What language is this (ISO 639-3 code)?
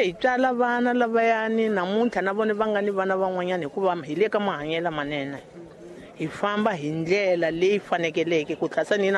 tso